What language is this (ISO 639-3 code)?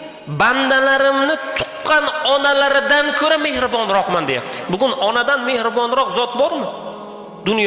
uzb